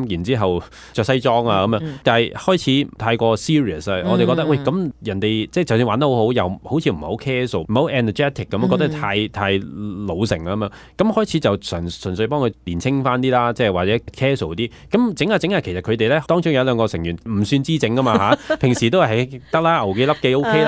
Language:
Cantonese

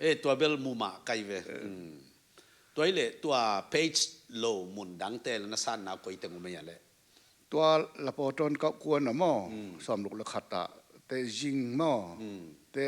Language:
Tedim Chin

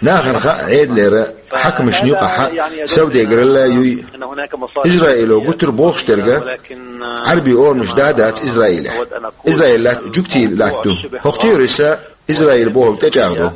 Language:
Chechen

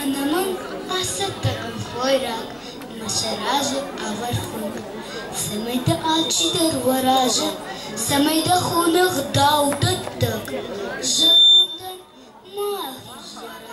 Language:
Ossetic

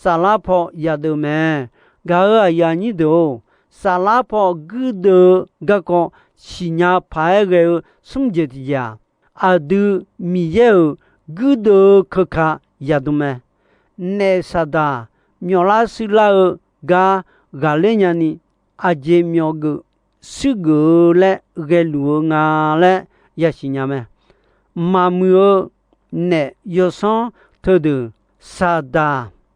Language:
Akha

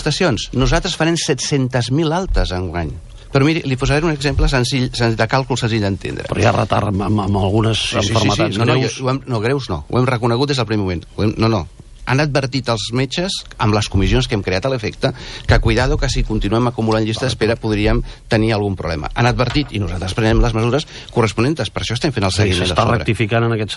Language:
Catalan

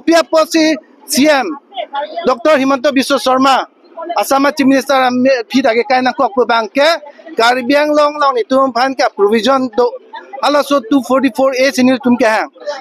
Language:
Karbi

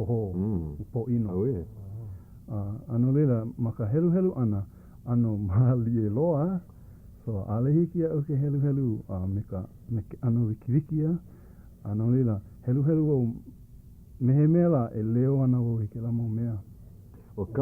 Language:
Hawaiian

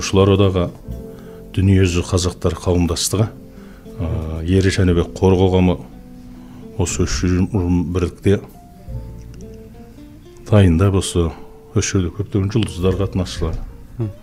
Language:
Kazakh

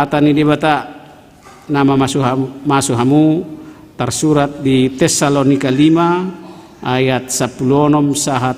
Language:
Batak Toba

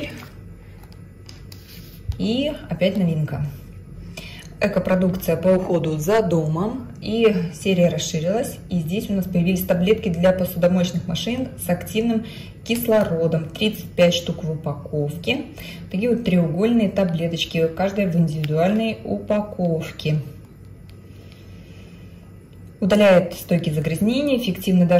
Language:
Russian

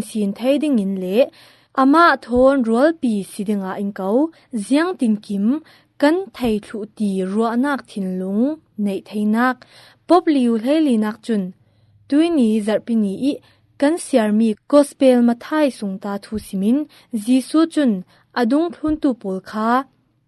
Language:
Falam Chin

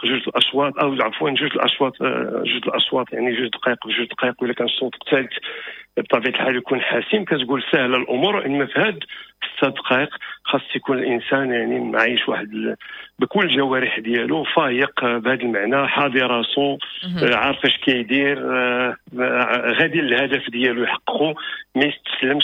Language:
Moroccan Arabic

